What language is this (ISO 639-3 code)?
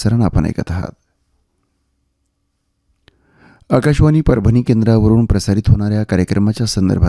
mar